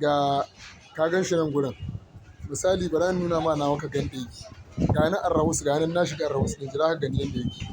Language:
Hausa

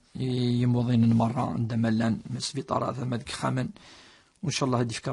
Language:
Kabyle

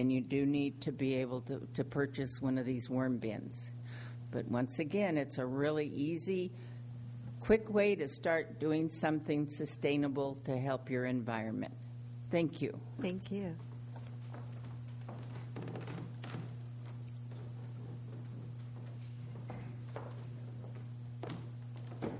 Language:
English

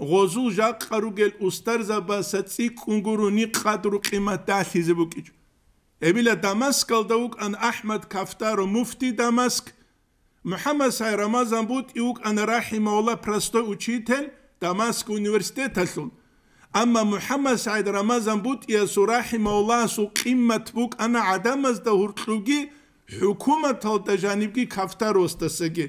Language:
Avaric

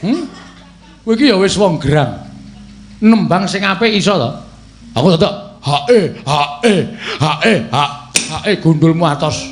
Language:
Javanese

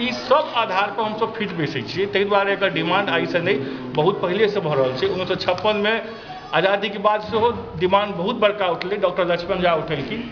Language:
Maithili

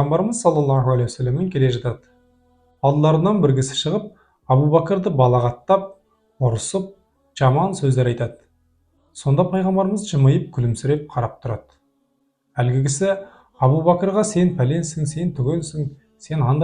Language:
Kazakh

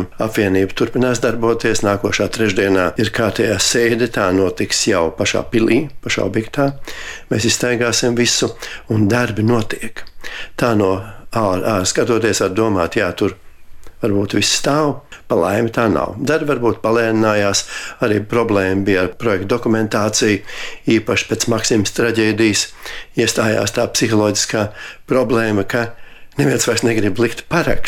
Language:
Latvian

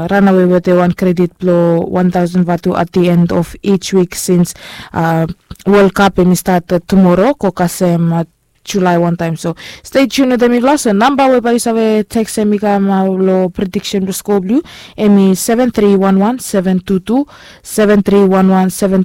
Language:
Bislama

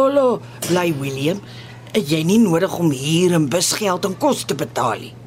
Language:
Afrikaans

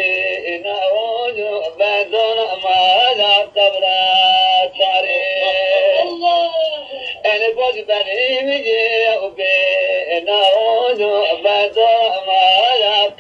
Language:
Zaza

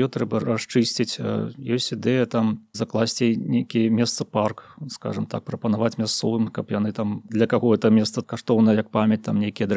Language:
Belarusian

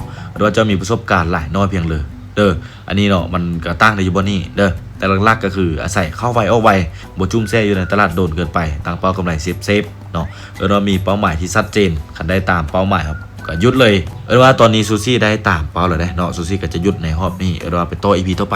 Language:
Lao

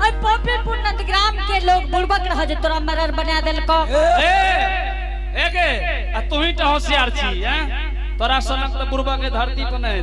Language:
Angika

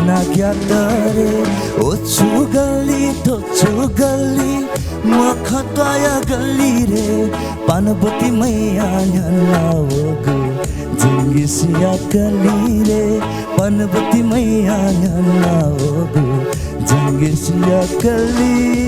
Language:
Newari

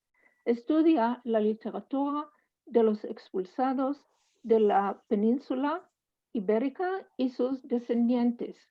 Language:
Ladino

